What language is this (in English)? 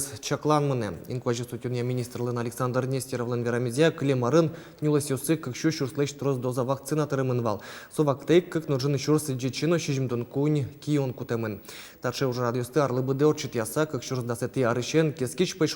Udmurt